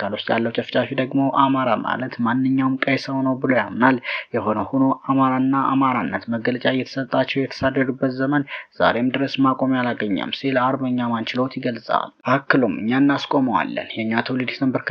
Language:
Amharic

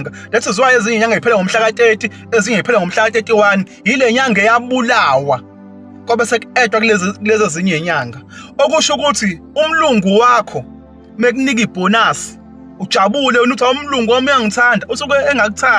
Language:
Zulu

